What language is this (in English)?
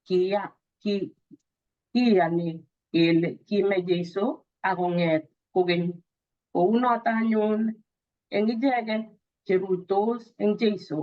Kalenjin